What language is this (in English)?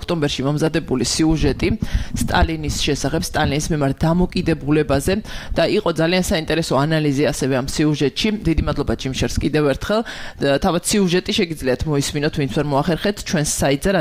Georgian